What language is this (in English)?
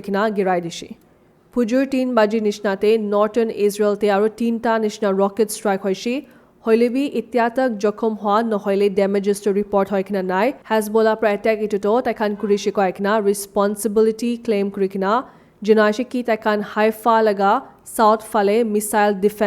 Naga Pidgin